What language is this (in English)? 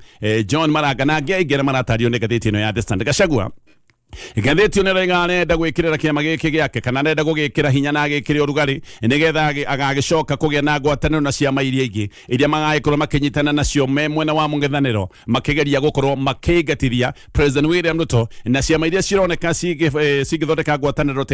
Kikuyu